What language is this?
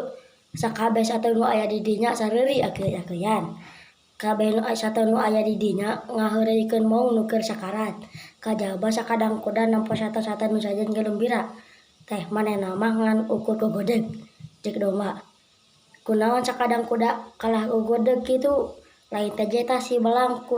Sundanese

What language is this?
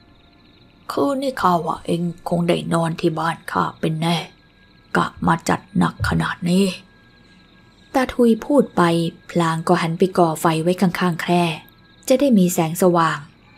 Thai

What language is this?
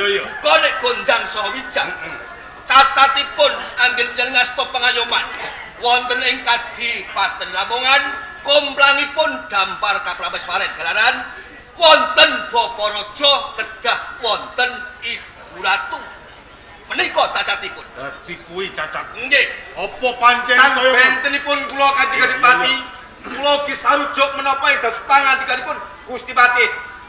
Javanese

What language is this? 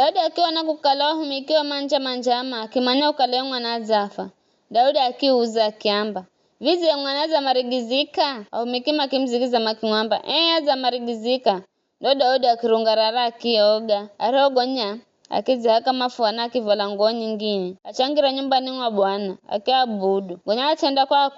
Giryama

